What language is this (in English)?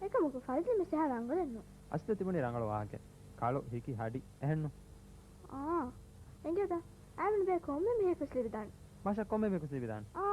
Divehi